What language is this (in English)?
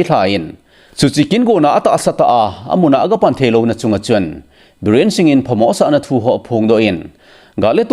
Thado Chin